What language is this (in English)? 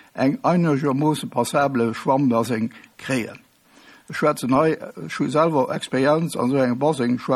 Luxembourgish